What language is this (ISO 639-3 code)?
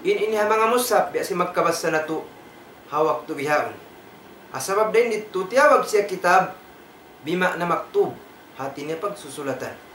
tsg